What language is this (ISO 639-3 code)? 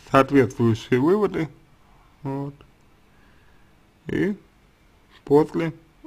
rus